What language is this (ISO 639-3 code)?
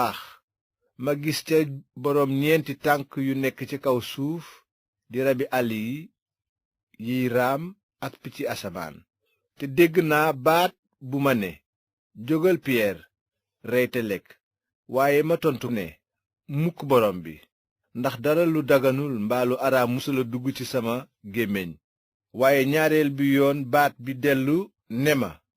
wol